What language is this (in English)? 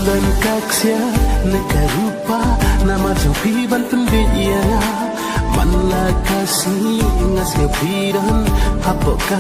Khasi